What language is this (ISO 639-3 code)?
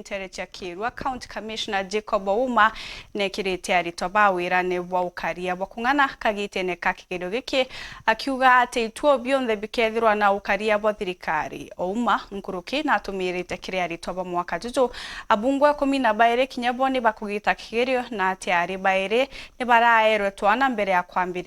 mer